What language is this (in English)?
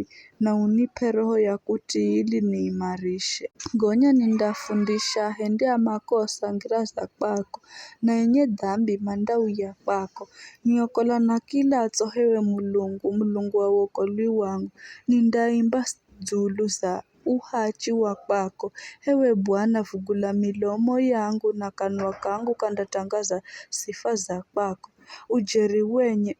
Giryama